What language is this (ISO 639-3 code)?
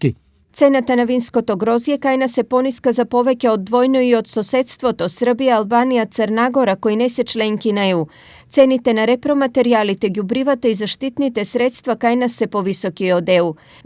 mkd